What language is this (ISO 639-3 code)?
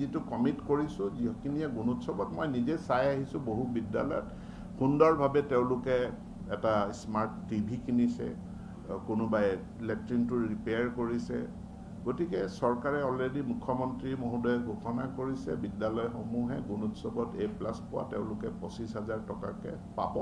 asm